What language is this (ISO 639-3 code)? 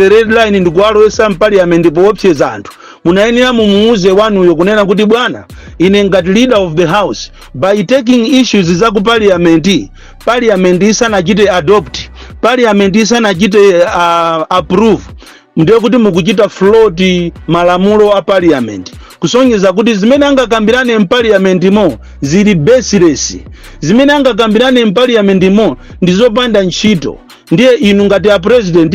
nya